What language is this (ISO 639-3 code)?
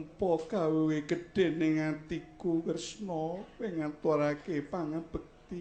jav